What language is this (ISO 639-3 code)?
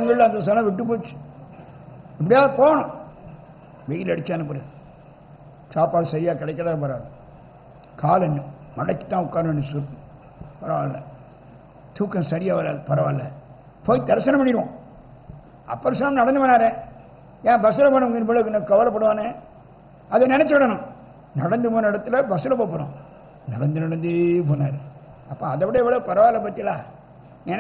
tam